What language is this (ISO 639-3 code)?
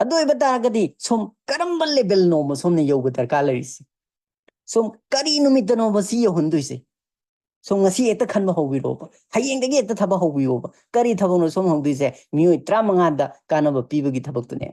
mni